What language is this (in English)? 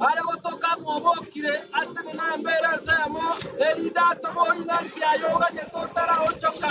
Gusii